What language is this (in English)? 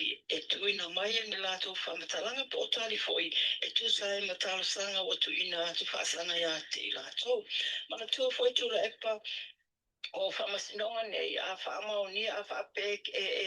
Samoan